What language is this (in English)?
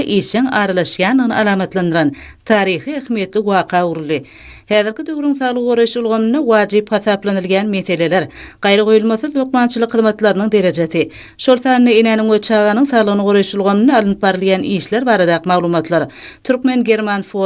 Turkmen